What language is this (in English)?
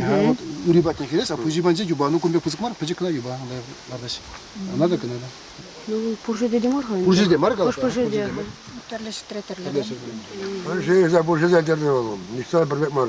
Chuvash